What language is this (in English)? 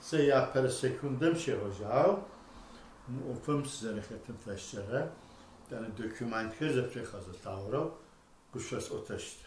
Adyghe